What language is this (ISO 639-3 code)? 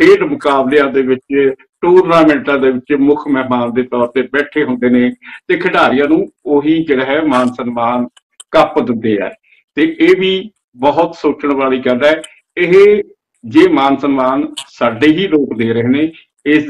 pan